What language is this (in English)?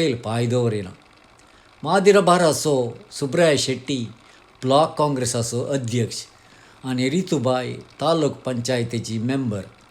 Konkani